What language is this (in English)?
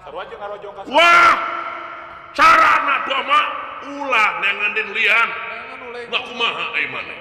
Sundanese